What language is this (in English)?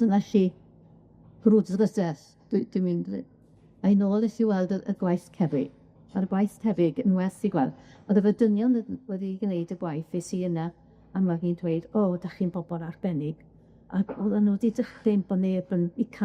Welsh